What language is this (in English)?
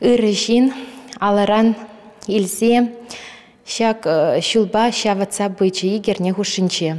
Chuvash